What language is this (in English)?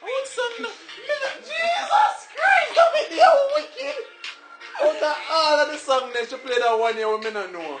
Jamaican Creole English